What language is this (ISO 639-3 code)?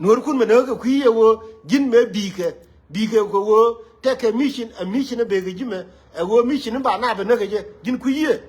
nus